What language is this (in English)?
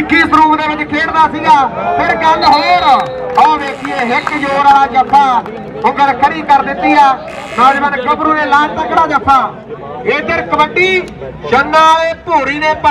Punjabi